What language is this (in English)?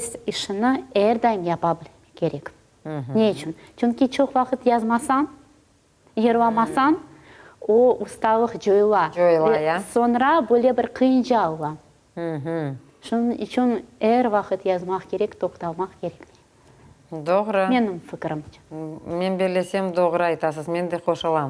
Crimean Tatar